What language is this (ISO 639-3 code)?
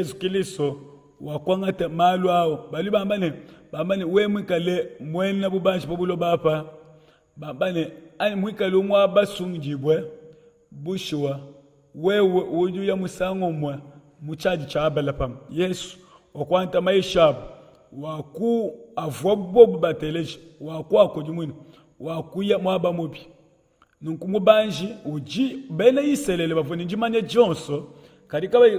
lua